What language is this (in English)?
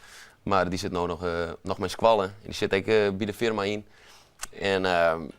Western Frisian